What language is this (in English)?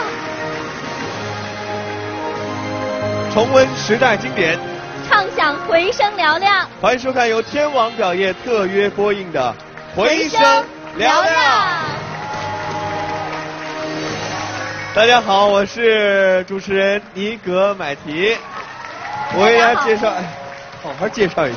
Chinese